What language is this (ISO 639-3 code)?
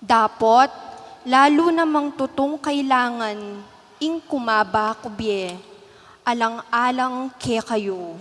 pam